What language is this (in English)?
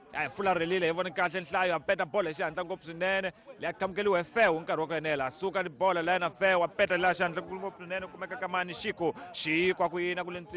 Tsonga